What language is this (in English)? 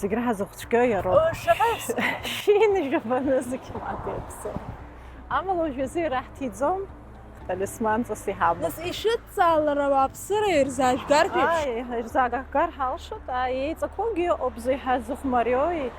Abkhazian